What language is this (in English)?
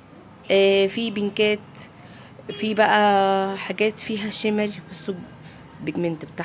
Egyptian Arabic